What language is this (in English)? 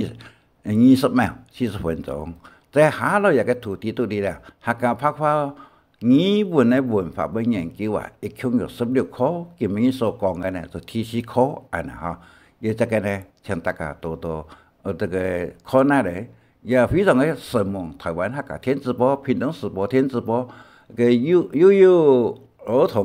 Hakka Chinese